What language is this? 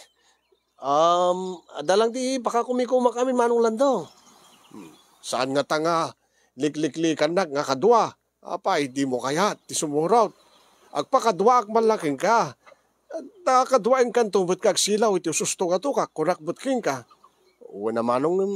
Iloko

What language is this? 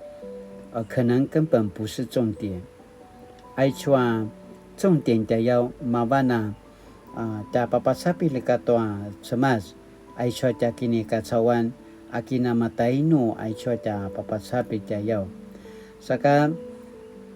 Paiwan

